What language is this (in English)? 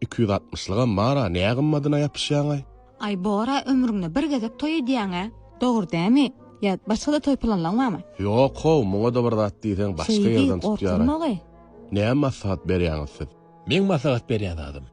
Turkmen